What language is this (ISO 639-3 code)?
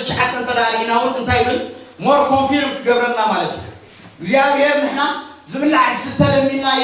tir